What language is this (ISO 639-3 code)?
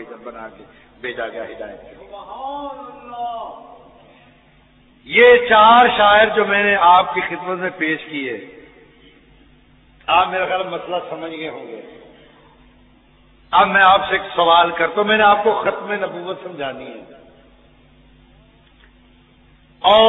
urd